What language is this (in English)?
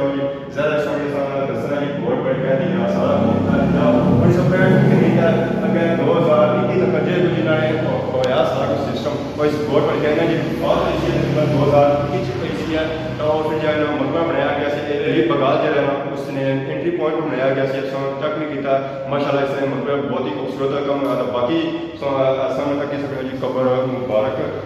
Pahari-Potwari